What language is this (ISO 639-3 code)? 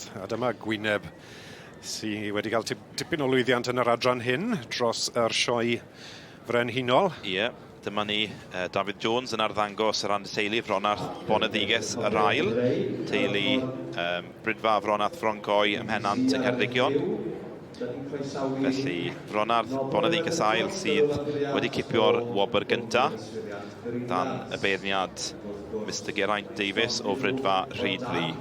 cym